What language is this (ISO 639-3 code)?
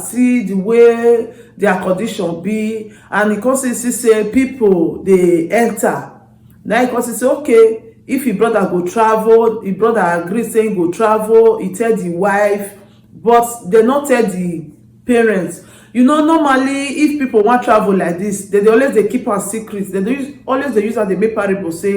pcm